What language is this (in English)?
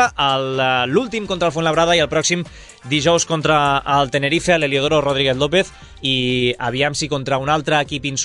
Catalan